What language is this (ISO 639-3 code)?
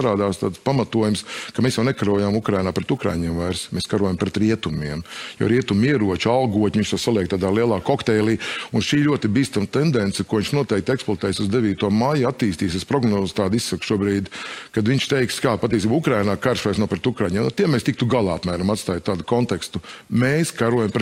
lav